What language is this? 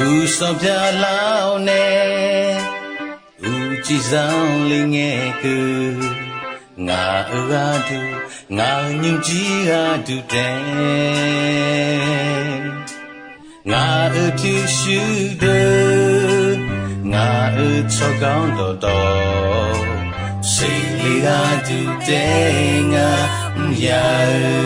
Akha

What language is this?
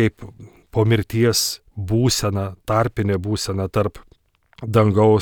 Lithuanian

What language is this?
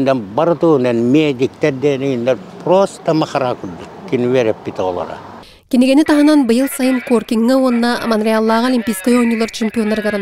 Yakut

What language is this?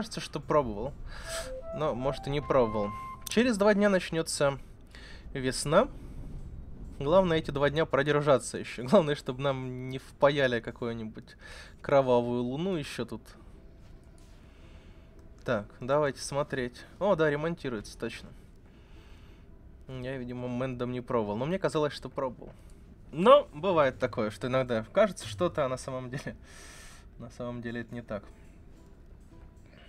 Russian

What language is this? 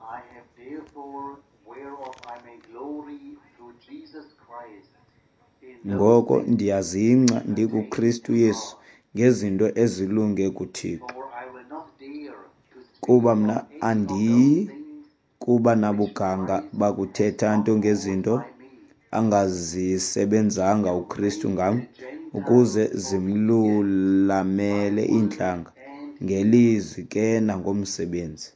Xhosa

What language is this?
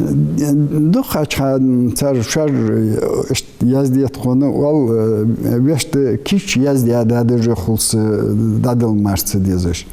Ingush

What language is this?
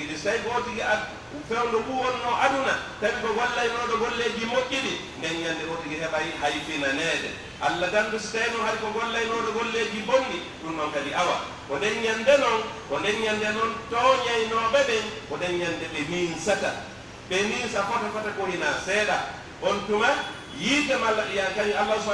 Pular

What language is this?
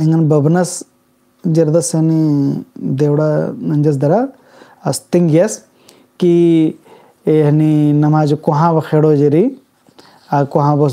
Kurukh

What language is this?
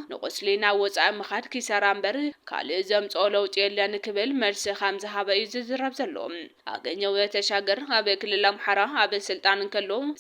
Tigrinya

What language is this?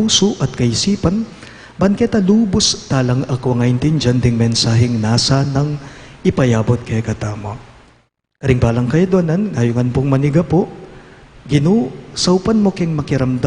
Pampanga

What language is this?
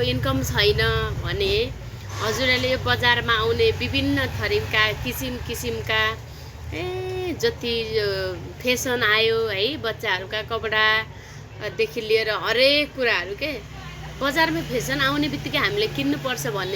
Nepali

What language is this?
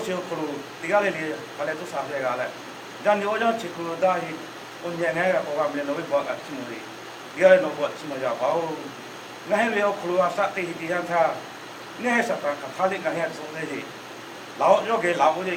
Lahu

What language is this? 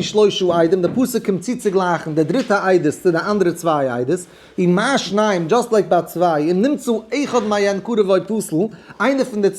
Yiddish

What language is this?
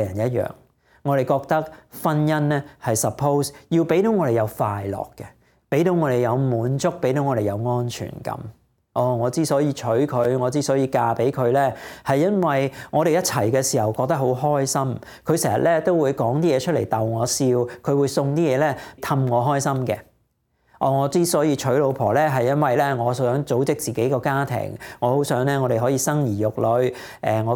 Cantonese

